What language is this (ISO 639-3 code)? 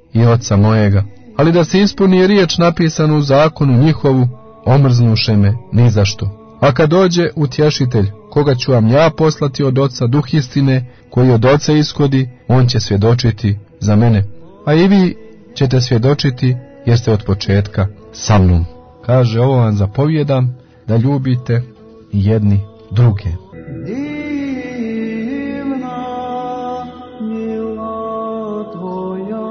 hrv